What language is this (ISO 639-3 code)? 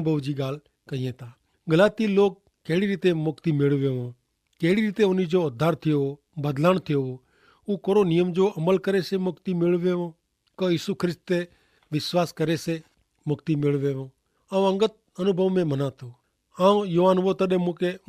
kfr